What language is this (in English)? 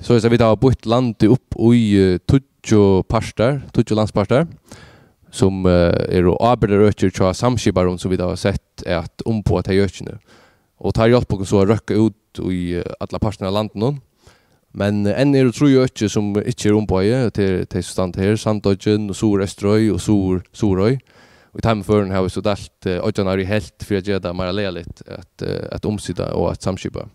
Faroese